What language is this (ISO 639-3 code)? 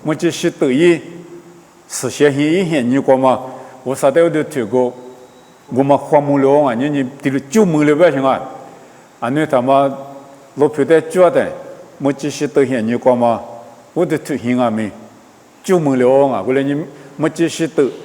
lis